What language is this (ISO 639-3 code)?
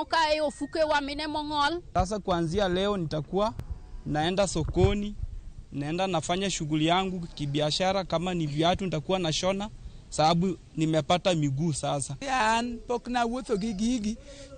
luo